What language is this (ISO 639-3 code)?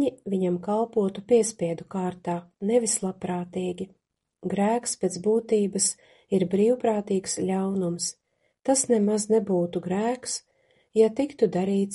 lav